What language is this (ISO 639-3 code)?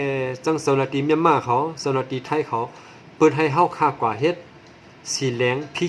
shn